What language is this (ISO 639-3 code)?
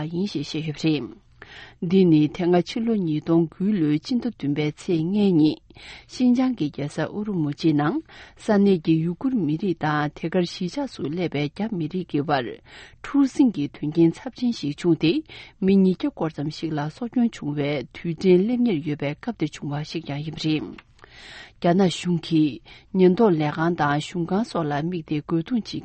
bod